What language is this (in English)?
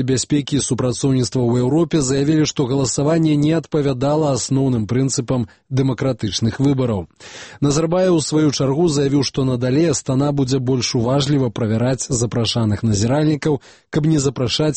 Belarusian